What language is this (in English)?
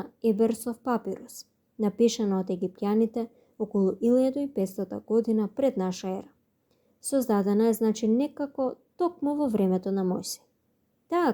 Macedonian